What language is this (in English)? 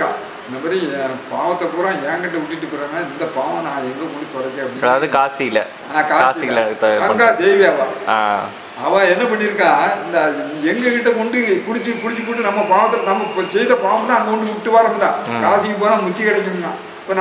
Tamil